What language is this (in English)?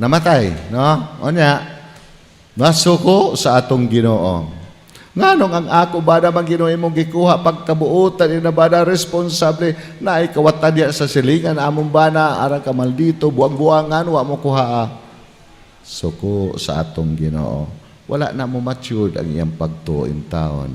Cebuano